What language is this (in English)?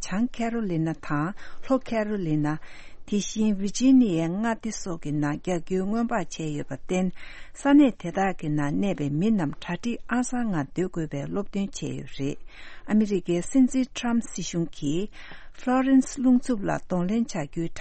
Tibetan